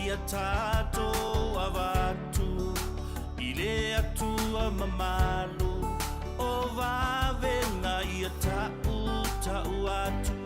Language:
Samoan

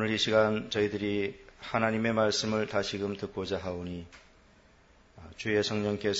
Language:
Korean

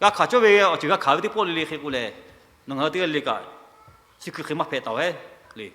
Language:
Lahu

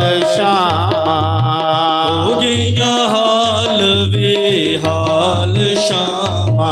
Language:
Dogri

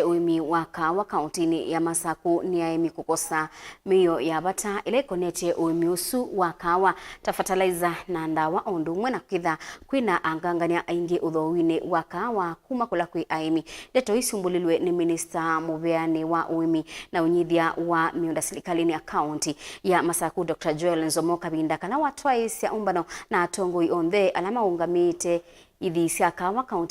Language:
Kamba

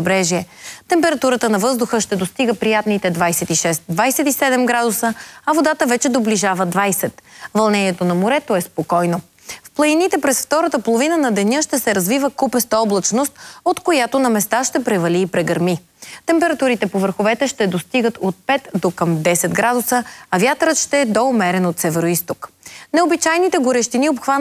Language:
Bulgarian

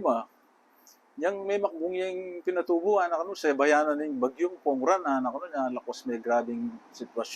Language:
Pampanga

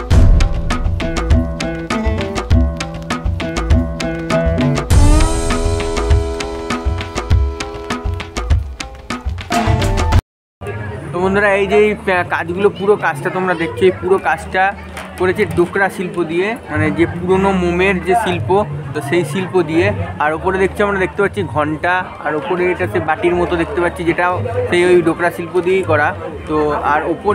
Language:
Bangla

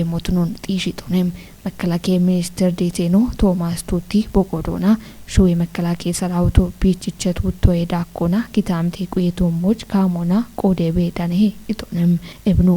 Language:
Kafa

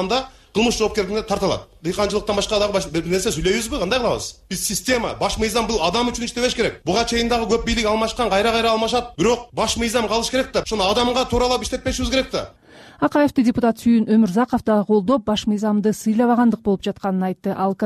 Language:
Kyrgyz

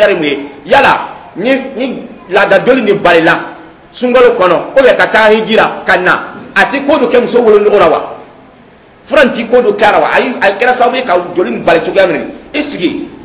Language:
Dyula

